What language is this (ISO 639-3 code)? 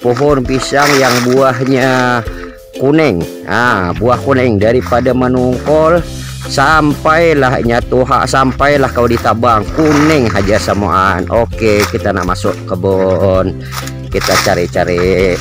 bjn